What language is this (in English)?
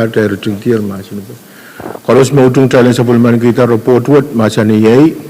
Pohnpeian